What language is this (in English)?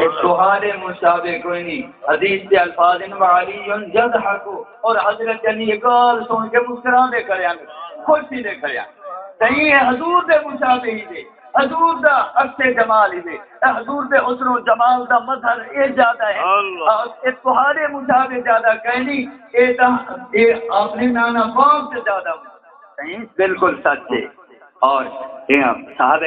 Saraiki